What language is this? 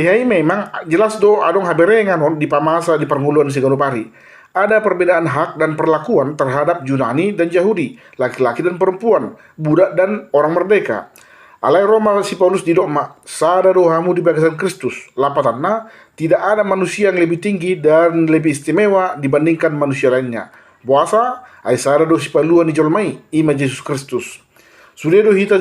Batak Toba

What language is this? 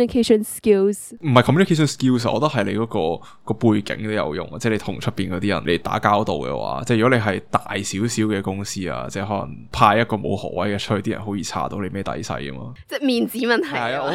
Cantonese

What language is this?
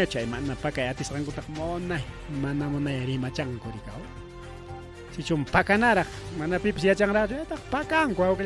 Ayacucho Quechua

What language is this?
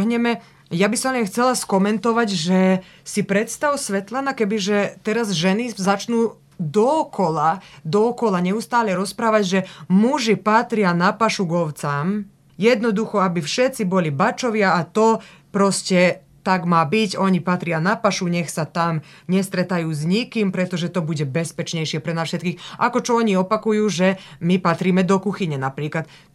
Slovak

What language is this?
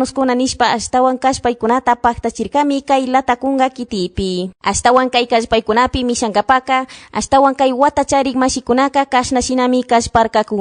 Chimborazo Highland Quichua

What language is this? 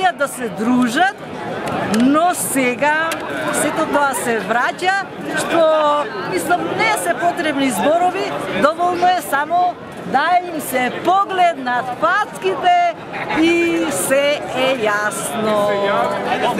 Macedonian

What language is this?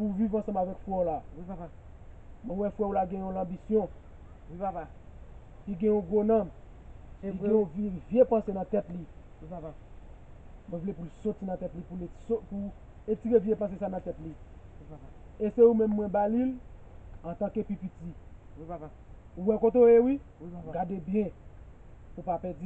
Haitian Creole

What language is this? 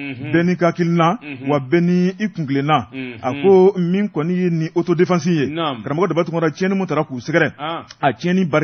Bambara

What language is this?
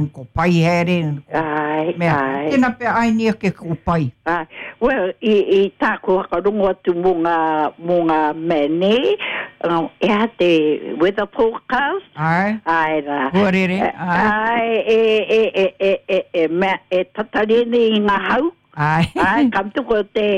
Māori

